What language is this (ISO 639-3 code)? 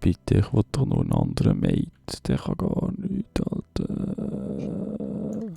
gsw